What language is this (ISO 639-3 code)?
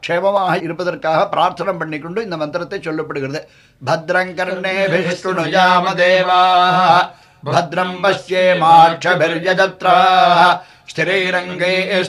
tam